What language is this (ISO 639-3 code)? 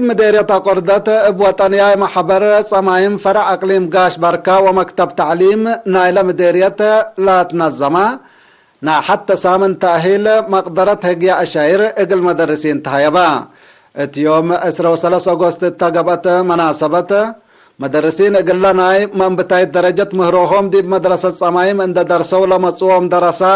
tig